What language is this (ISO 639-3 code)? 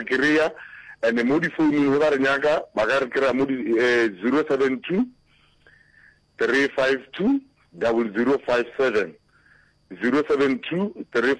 nso